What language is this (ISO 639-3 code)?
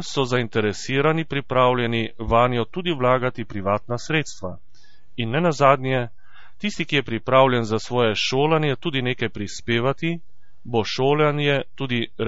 slv